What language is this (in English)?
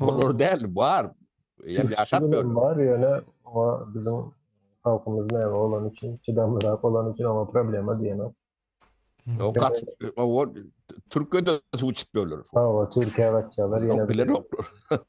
Turkmen